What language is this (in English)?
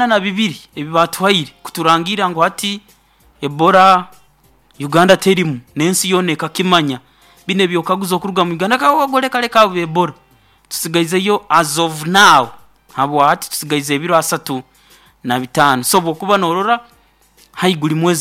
Nyoro